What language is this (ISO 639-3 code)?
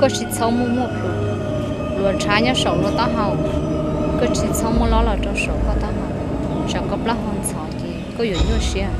hmn